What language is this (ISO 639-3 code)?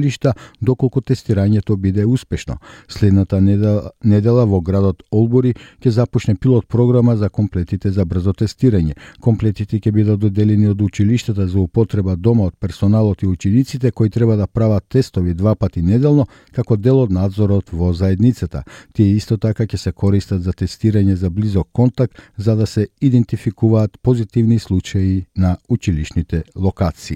mkd